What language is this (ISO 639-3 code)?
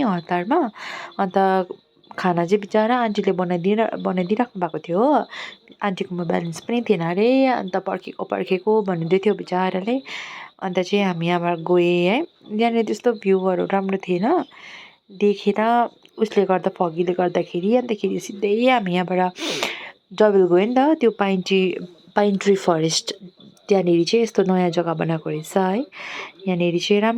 nep